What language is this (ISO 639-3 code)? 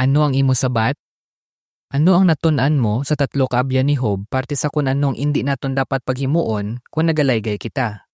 hil